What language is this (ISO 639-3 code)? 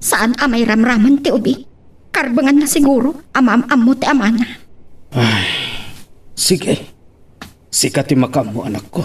ilo